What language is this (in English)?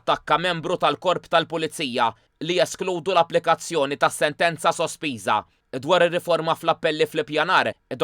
Maltese